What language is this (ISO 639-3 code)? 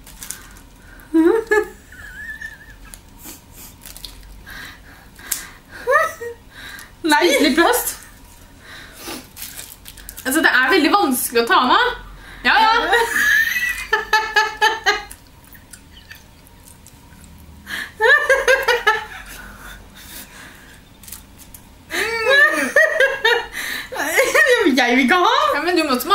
nor